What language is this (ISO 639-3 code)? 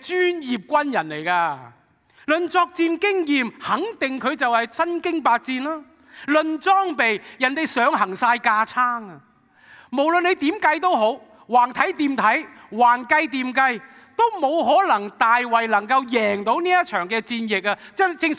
yue